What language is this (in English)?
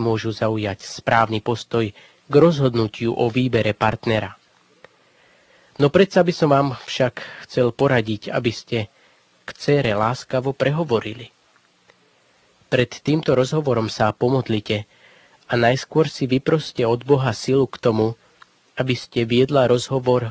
Slovak